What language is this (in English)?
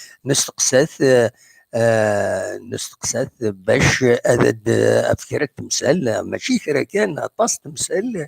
Kabyle